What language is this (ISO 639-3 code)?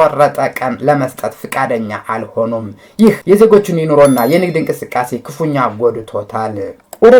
amh